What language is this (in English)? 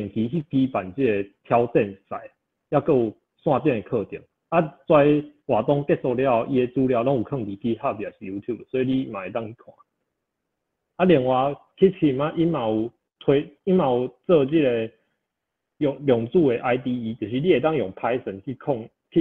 Min Nan Chinese